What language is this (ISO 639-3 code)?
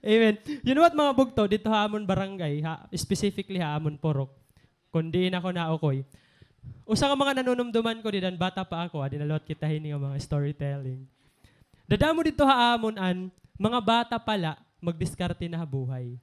war